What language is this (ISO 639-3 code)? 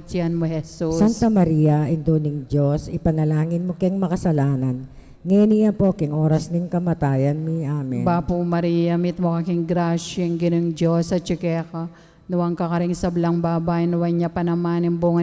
pam